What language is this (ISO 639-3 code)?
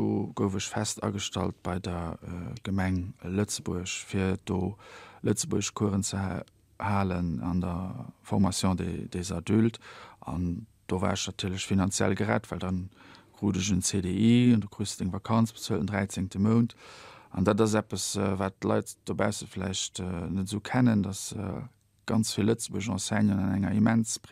ltz